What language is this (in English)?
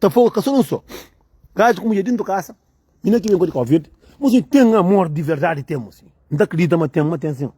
Kabuverdianu